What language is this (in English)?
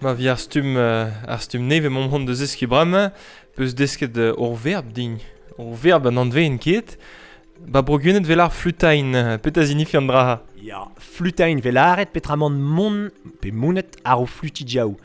Breton